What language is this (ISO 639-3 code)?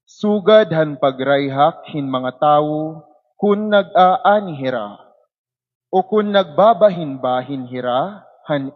war